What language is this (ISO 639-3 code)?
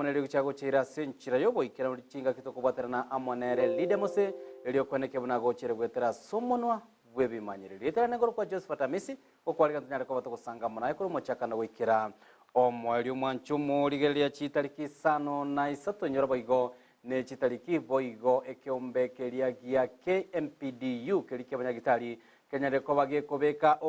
guz